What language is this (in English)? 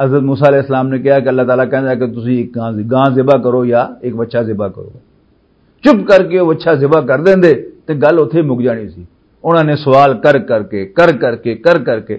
Western Panjabi